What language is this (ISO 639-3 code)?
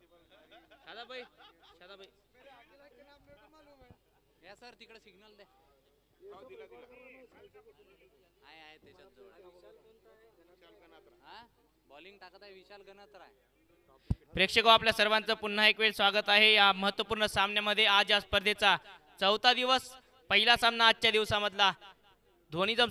mar